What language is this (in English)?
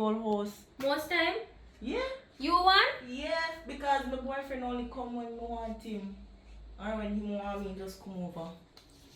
Jamaican Creole English